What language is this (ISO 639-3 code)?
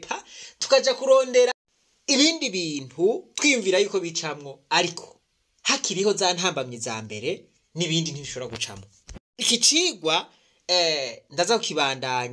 run